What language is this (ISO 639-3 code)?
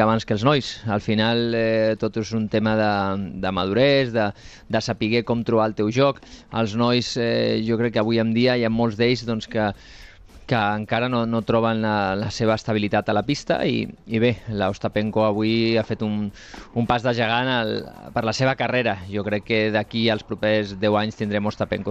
cat